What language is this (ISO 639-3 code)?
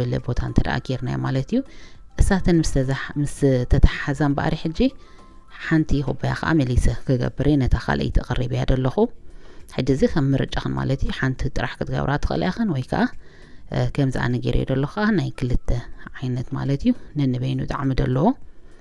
tir